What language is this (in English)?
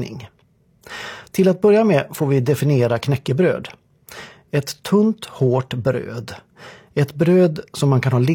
Swedish